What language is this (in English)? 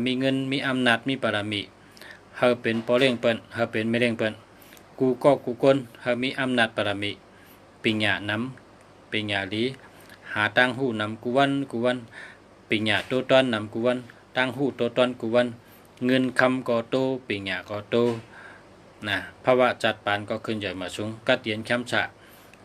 Shan